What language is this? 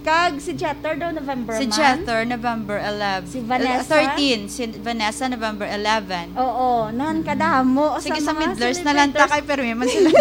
Hiligaynon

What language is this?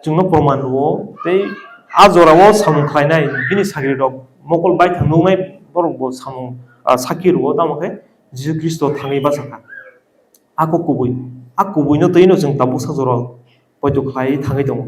Kok Borok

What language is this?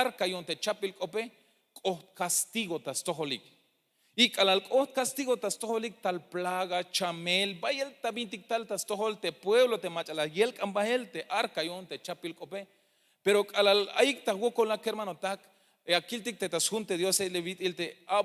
Tzeltal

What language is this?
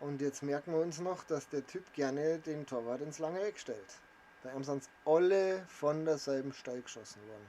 Bavarian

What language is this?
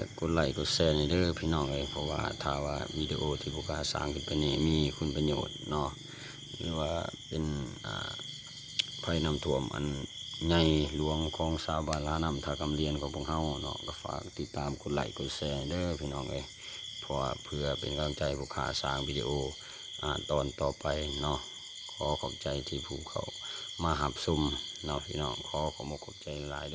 Lao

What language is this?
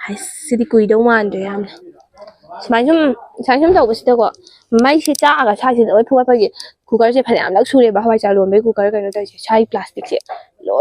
Manipuri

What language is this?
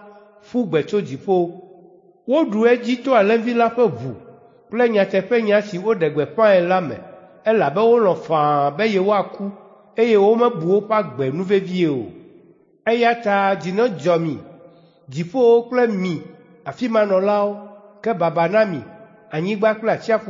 Ewe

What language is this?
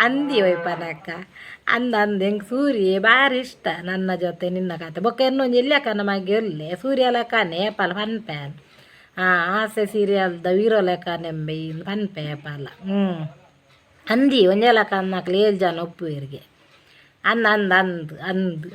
Tulu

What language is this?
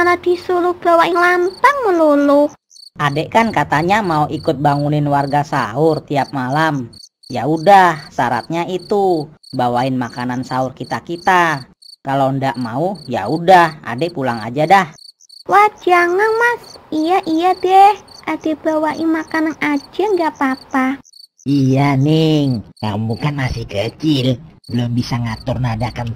Betawi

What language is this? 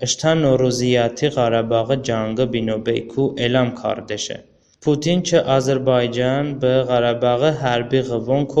Talysh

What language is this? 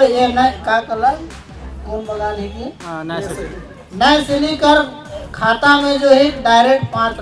Sadri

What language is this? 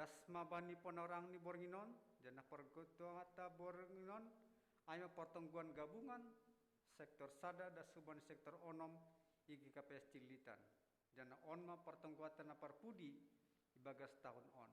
Batak Simalungun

